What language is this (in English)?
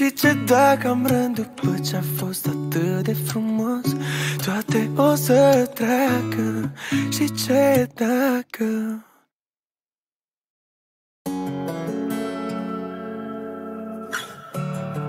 Romanian